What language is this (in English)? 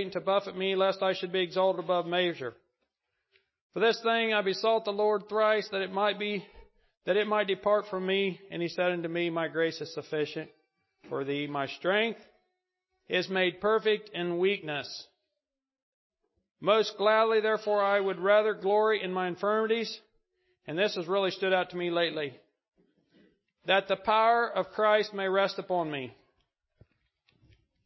English